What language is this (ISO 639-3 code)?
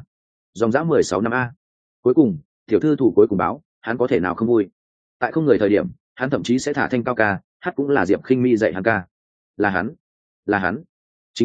vie